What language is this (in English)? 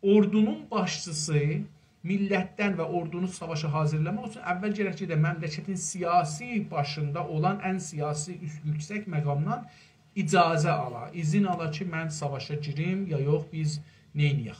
South Azerbaijani